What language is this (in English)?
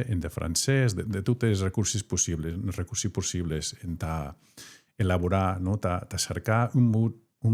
Occitan